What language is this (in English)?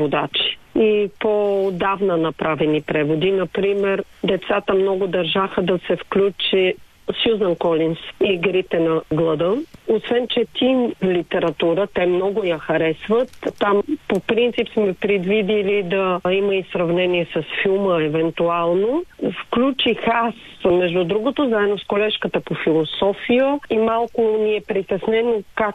Bulgarian